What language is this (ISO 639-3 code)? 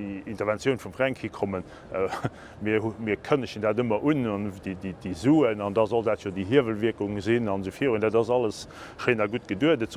ltz